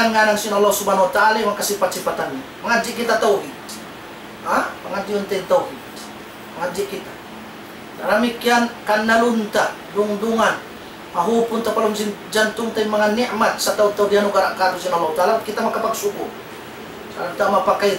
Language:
Tausug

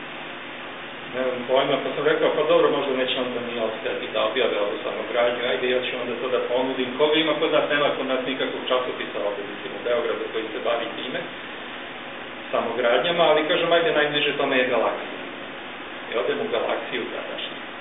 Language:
Serbian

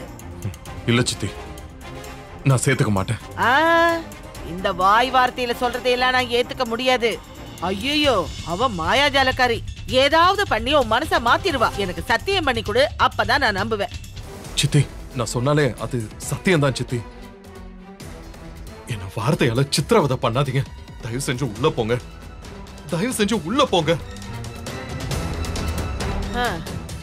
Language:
Tamil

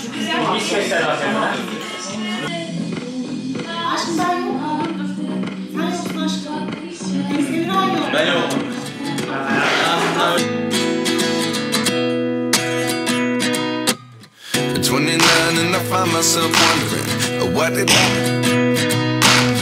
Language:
Turkish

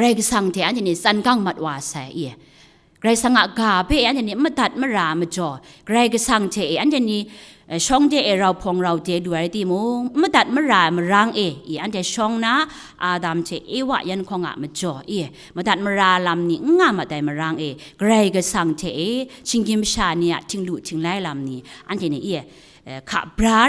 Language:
Kachin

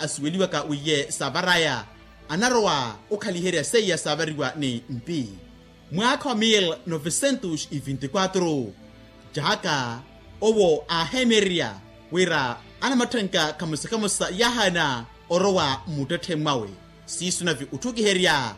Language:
Makhuwa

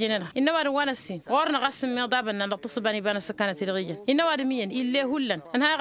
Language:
Tamasheq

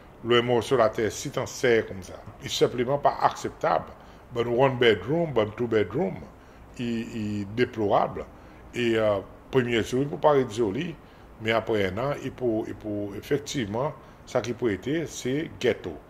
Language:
Seselwa Creole French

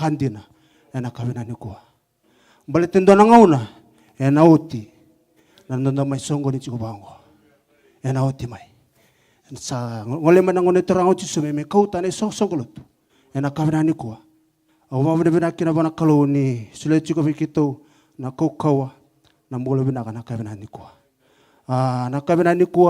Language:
Fijian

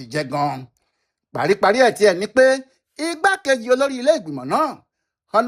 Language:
Yoruba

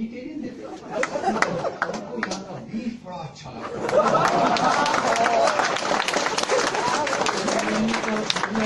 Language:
Hindi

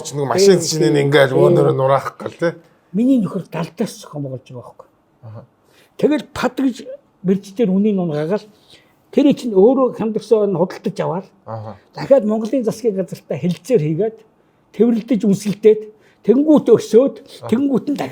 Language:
Mongolian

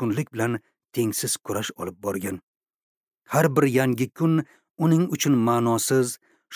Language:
Uzbek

